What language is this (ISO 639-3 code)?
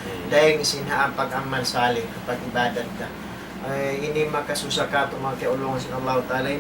tsg